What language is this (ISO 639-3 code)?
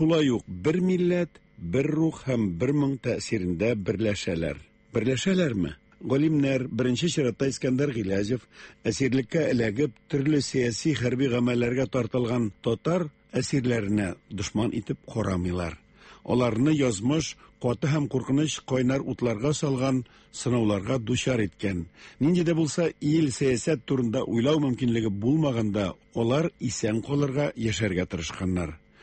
tat